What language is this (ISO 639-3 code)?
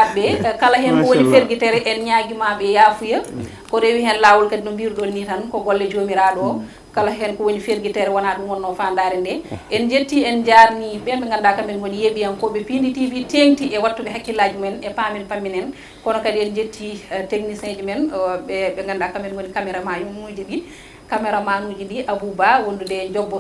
ful